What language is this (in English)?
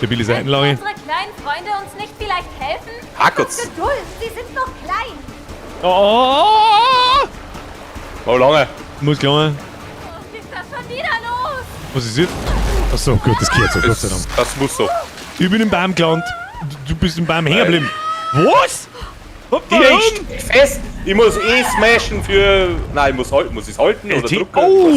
Bavarian